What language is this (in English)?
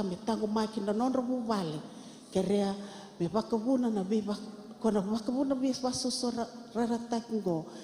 Fijian